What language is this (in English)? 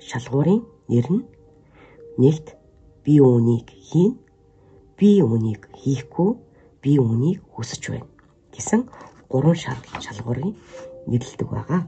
Mongolian